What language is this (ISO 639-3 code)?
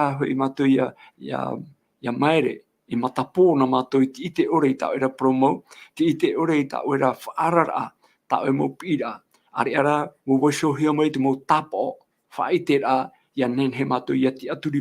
tah